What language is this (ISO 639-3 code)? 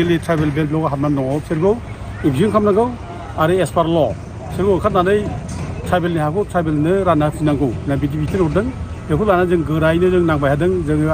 brx